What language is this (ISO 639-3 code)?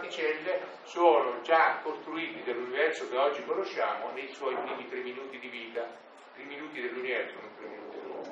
ita